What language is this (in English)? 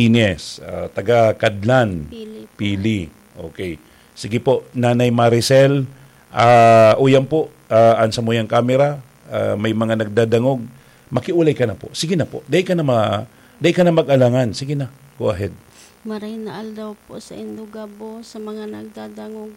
Bikol